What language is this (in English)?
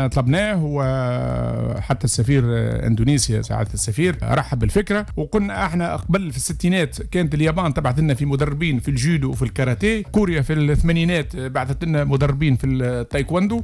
Tunisian Arabic